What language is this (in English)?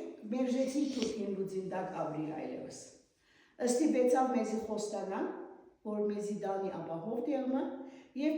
Western Armenian